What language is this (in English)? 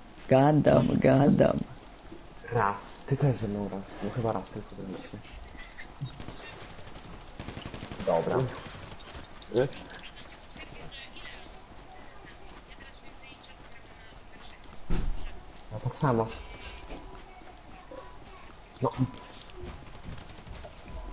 Polish